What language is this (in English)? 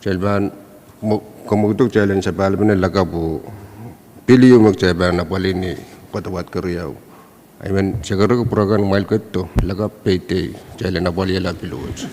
Pohnpeian